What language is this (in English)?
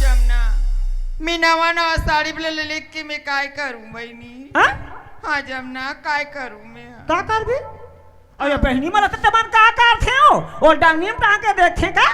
Chhattisgarhi